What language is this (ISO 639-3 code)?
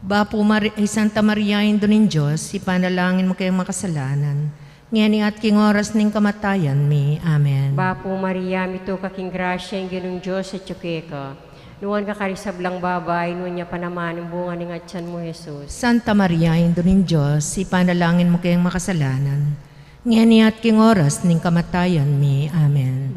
pam